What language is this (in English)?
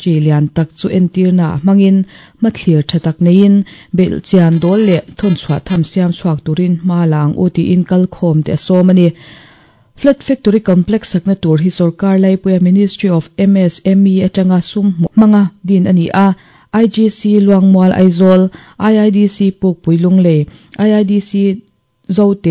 Mizo